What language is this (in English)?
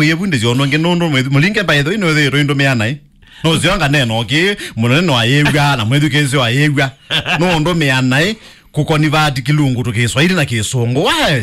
Kamba